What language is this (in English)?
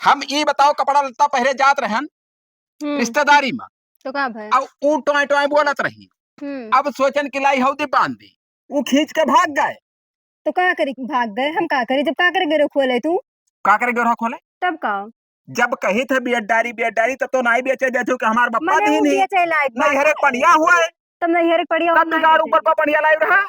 Awadhi